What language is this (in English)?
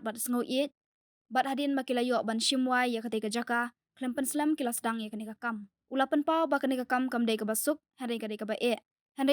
Khasi